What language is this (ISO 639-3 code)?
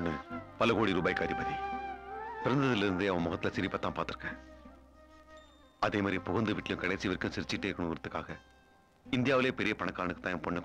tam